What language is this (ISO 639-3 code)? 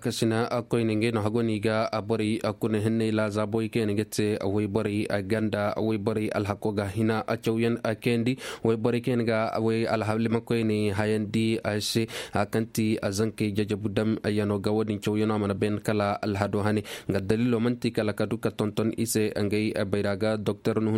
ses